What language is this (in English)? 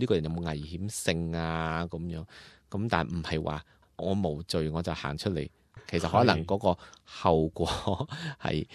Cantonese